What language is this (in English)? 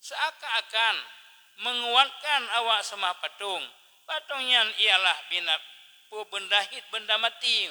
Achinese